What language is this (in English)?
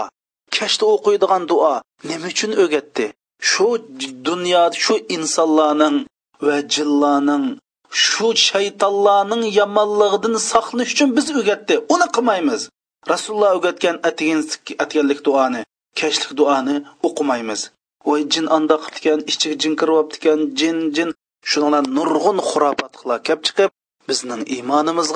Uyghur